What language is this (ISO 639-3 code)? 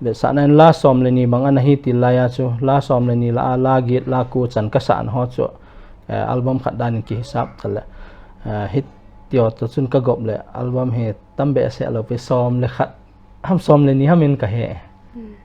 pck